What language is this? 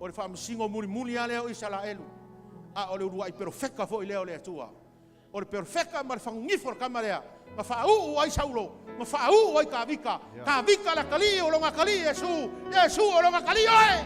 Samoan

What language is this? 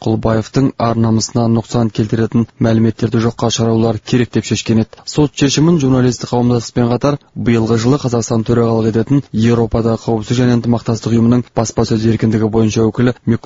Kazakh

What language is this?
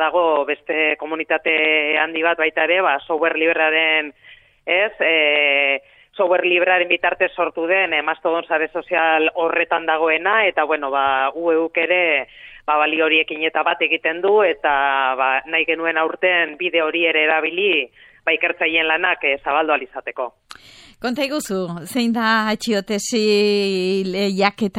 Basque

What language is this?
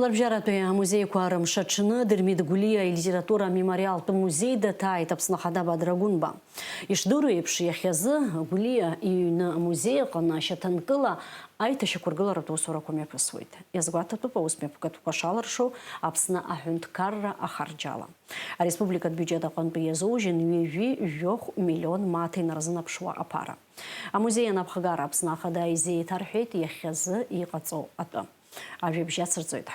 Abkhazian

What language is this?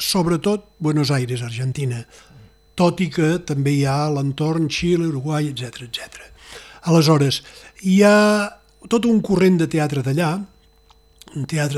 Catalan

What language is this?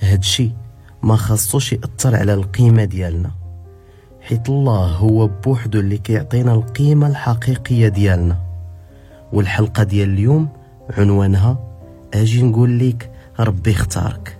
Moroccan Arabic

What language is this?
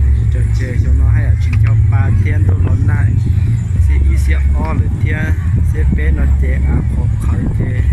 Hmong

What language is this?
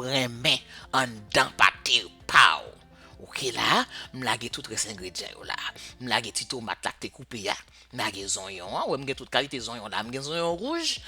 Haitian Creole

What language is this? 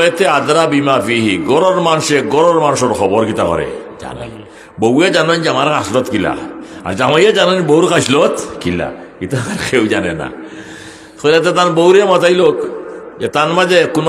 Sylheti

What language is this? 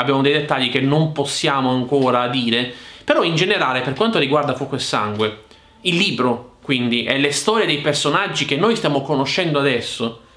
Italian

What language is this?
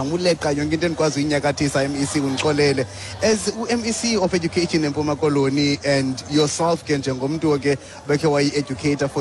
Xhosa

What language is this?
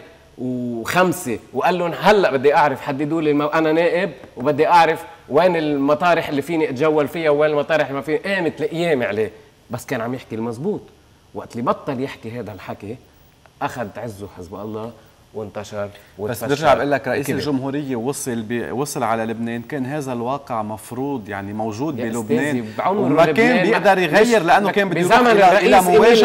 North Levantine Arabic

